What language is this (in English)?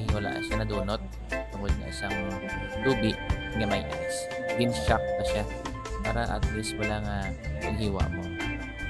Hiligaynon